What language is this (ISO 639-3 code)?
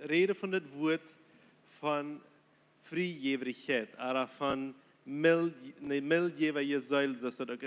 pdt